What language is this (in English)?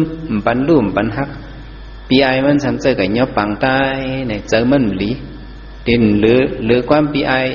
Shan